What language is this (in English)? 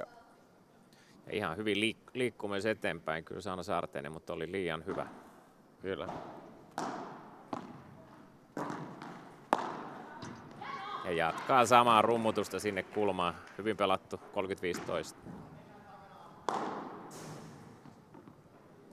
Finnish